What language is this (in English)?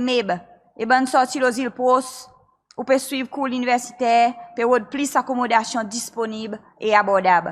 Seselwa Creole French